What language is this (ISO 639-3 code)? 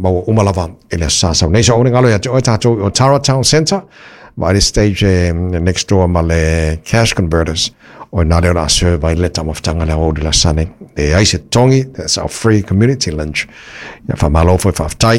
smo